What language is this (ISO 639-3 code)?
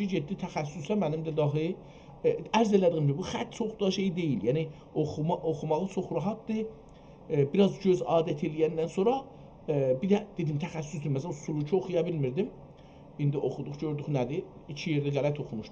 azb